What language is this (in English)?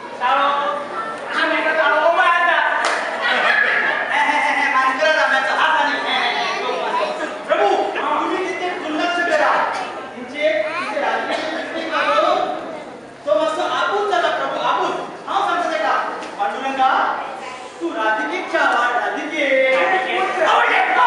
Konkani